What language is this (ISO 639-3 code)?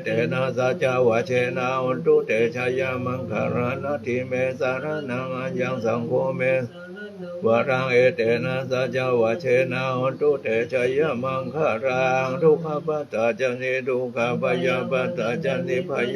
pli